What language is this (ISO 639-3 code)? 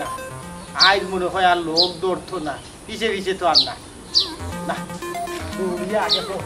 syl